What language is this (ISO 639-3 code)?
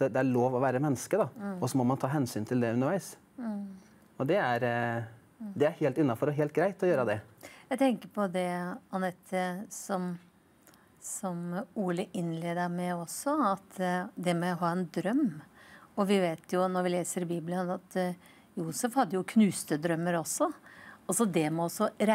nor